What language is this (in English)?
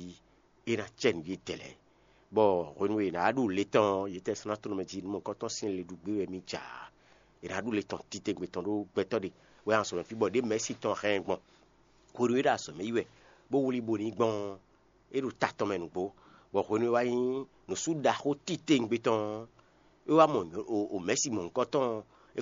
Fon